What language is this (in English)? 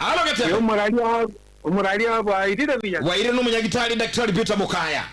Gusii